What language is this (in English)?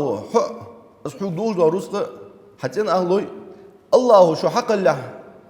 Ingush